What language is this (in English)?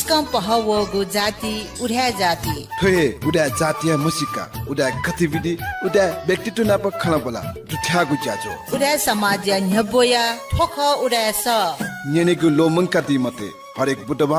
Newari